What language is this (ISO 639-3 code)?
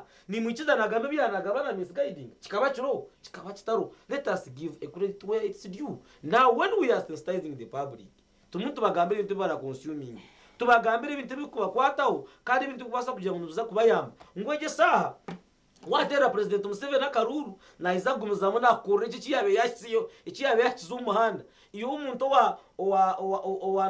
nyn